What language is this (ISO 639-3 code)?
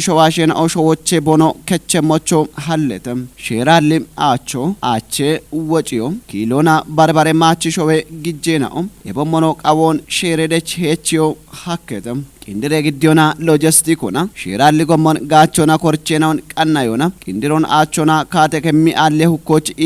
kbr